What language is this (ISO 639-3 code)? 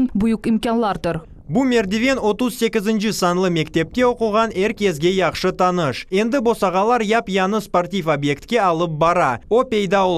crh